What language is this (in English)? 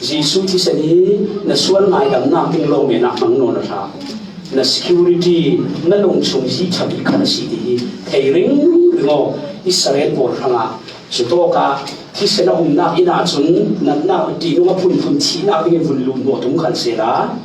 Falam Chin